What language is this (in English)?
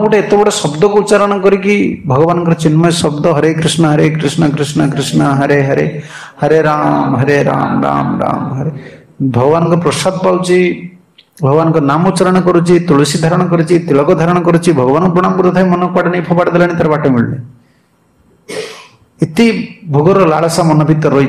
Odia